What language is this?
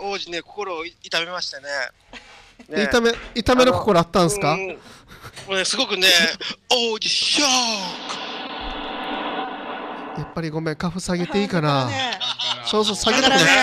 Japanese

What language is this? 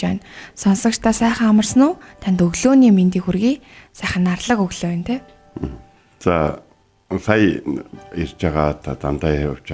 Mongolian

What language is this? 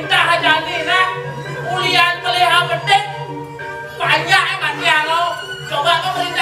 Balinese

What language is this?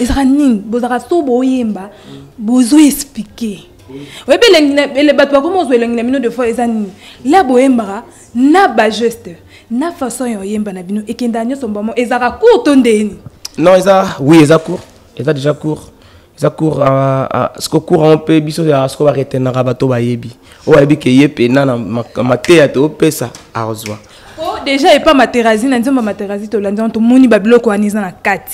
Lingala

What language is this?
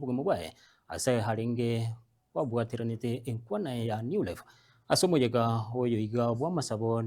Gusii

